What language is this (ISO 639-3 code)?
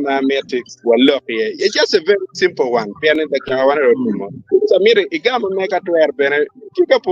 ach